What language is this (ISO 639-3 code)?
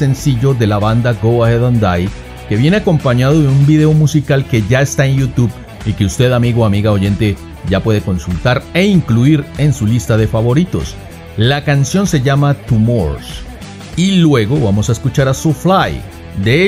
spa